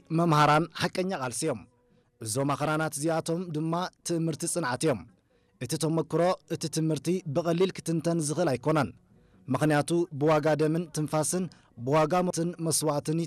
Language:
Tigrinya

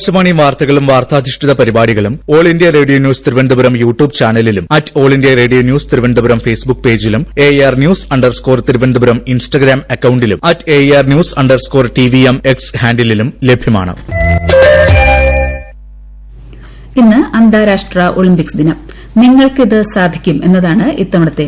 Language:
Malayalam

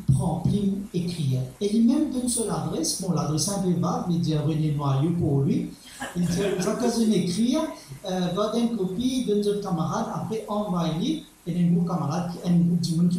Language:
Morisyen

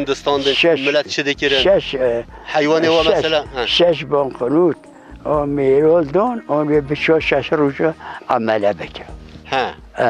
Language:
Kurdish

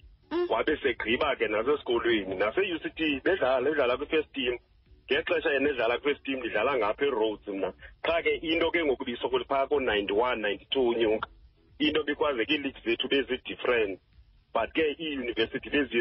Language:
Xhosa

